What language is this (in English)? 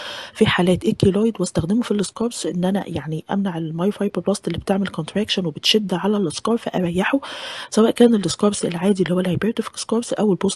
Egyptian Arabic